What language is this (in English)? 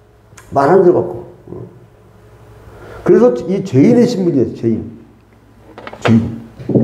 Korean